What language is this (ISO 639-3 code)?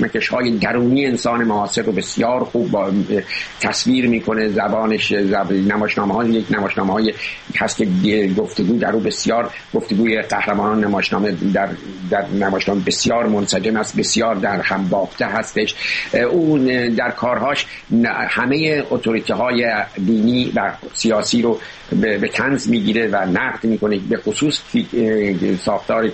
fas